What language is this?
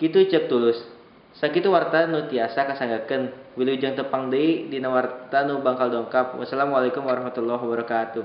Sundanese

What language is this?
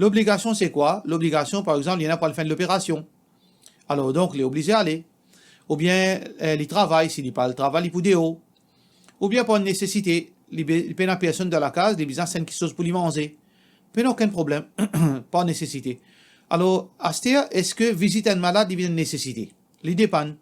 Morisyen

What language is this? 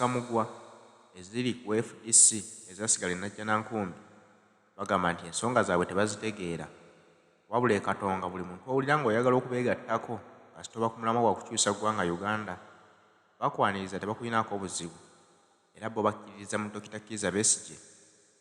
Ganda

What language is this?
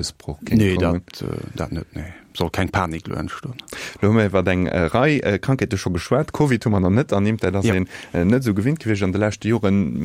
Luxembourgish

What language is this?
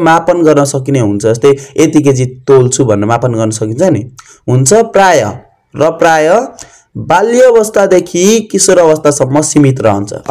Nepali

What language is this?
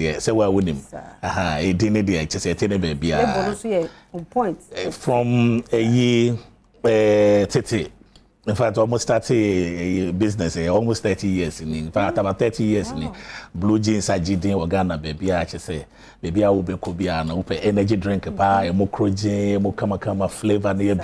Akan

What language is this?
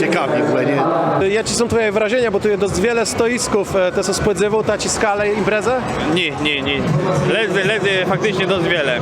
Kashubian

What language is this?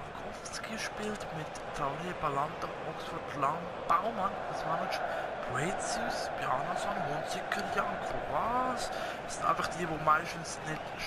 Swiss German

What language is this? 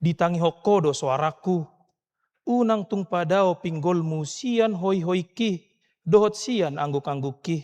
Batak Toba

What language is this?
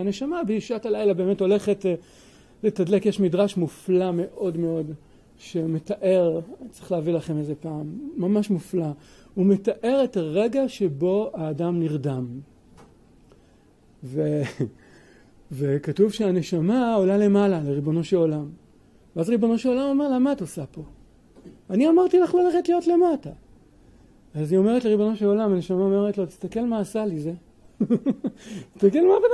Hebrew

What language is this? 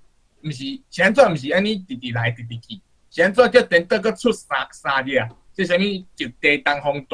Min Nan Chinese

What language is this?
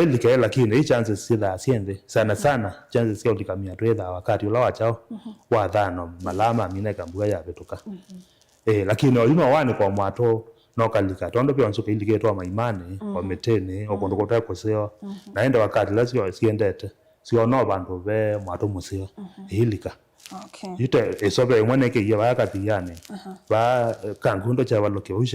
Kamba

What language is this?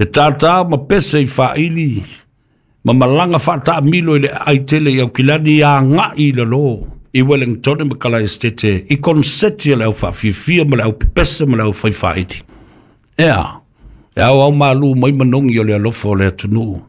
Samoan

